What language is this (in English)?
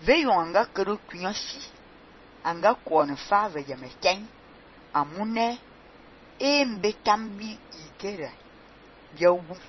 Fang